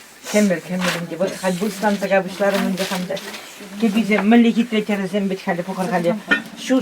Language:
Chuvash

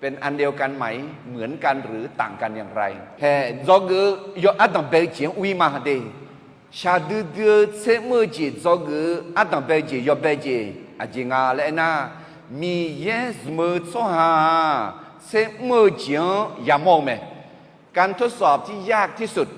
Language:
Akha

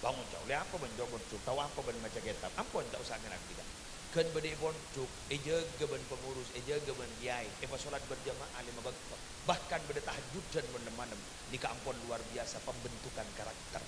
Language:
Madurese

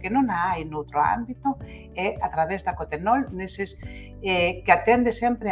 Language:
Galician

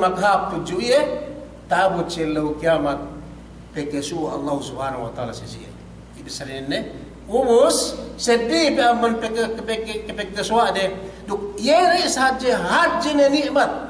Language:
Yakan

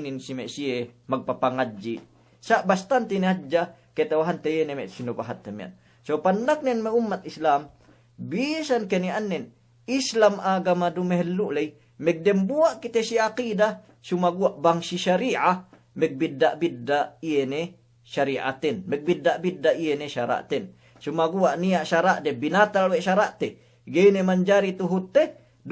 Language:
Yakan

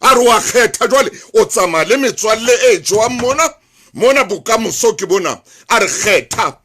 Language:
Southern Sotho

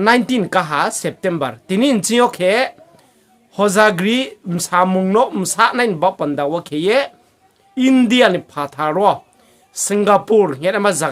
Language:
Riang (India)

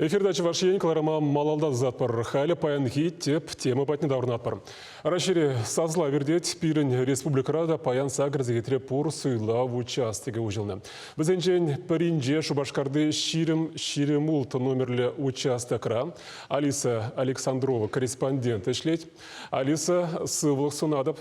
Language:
Chuvash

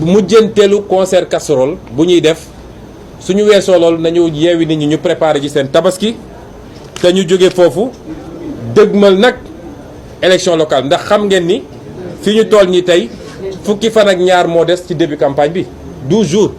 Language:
Wolof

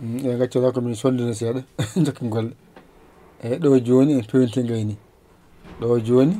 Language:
Fula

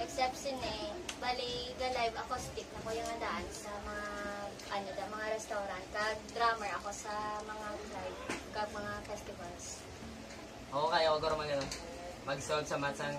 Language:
Hiligaynon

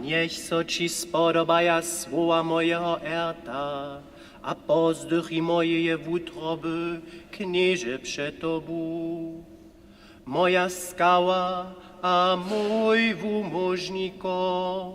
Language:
Upper Sorbian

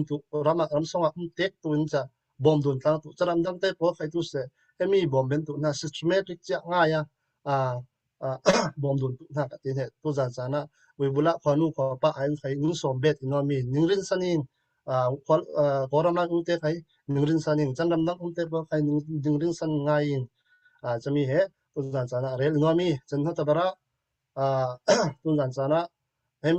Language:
Falam Chin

